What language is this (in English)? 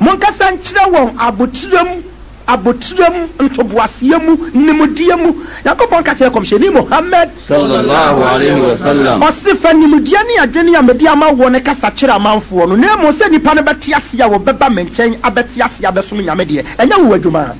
Akan